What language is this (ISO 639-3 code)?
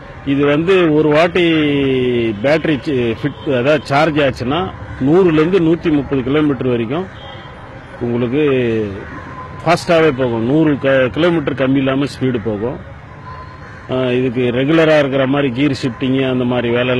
tam